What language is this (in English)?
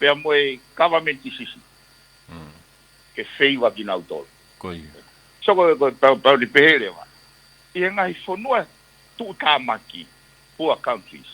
Tongan